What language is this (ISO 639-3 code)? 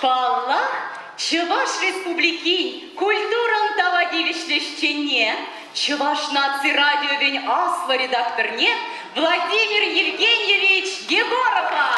chv